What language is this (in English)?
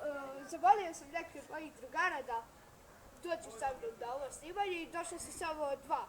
Bosnian